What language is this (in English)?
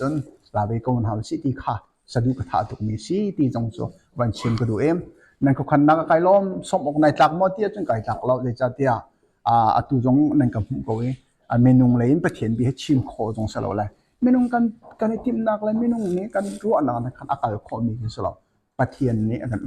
Hakha Chin